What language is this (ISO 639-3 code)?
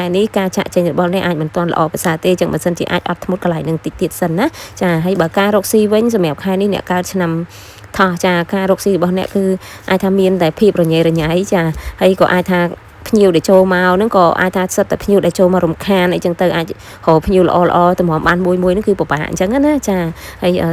khm